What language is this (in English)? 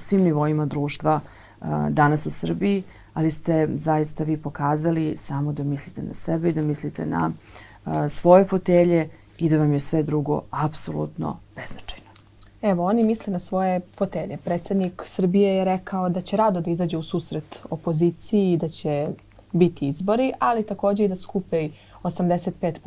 Serbian